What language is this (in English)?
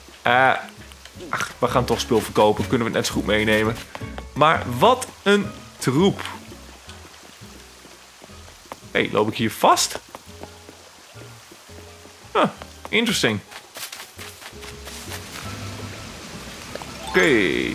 Dutch